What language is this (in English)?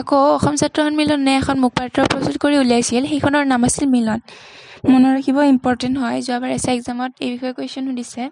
Assamese